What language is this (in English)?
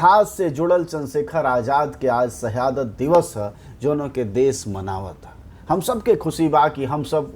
Bhojpuri